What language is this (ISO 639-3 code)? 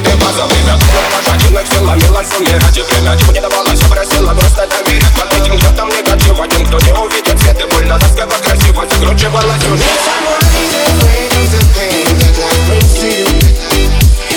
rus